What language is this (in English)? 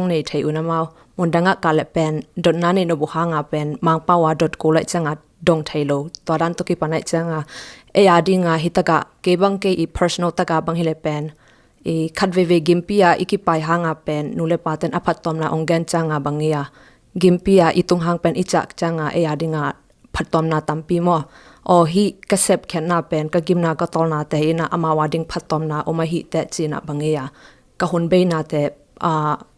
Tedim Chin